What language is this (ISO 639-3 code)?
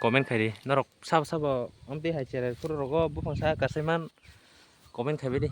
trp